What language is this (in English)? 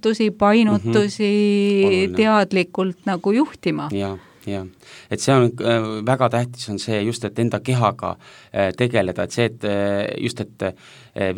Estonian